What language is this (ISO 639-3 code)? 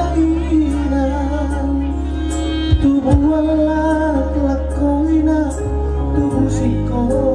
bbc